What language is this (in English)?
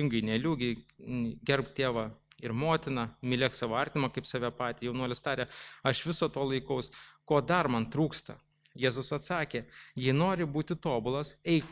Lithuanian